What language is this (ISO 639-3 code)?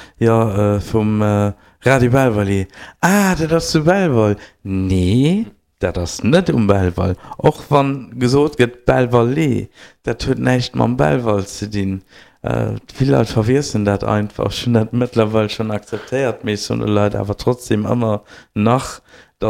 ltz